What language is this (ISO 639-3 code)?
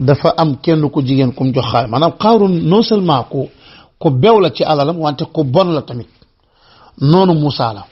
wol